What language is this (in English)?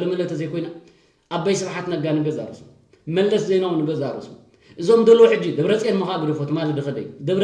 Tigrinya